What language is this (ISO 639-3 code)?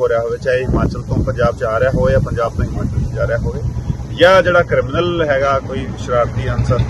pan